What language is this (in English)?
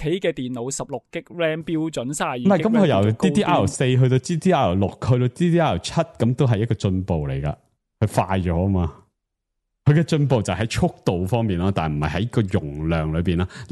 Cantonese